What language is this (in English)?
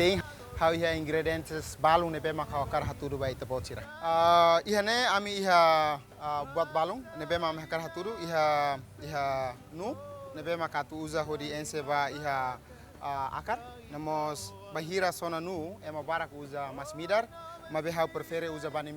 Tetum